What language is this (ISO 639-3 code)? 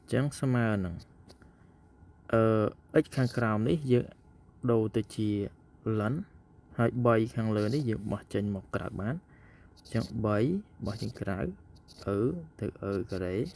khm